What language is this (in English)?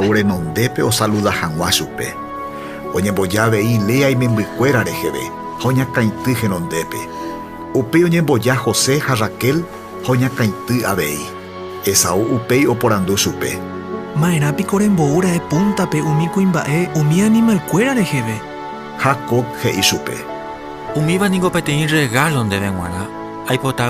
Guarani